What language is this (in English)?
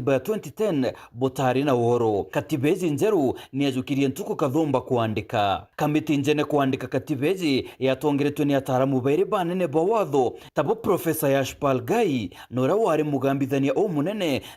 Meru